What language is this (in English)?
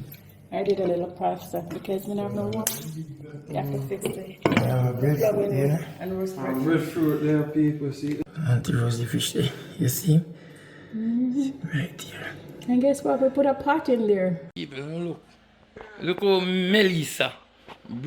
Jamaican Creole English